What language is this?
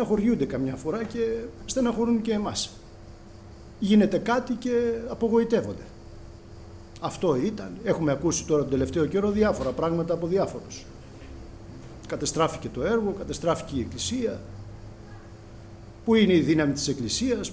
Greek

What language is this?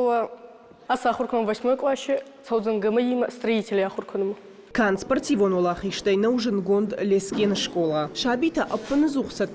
Ossetic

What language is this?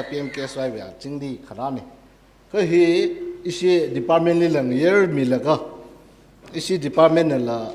Tangkhul Naga (India)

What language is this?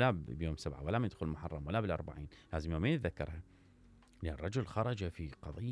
Mesopotamian Arabic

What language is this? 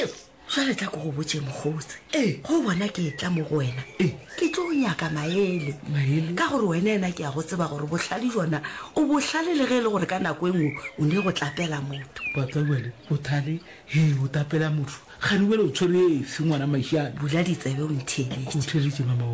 Northern Sotho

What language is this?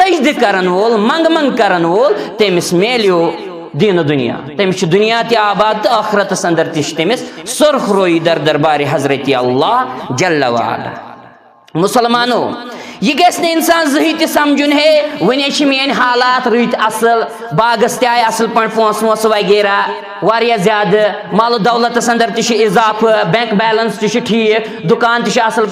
Kashmiri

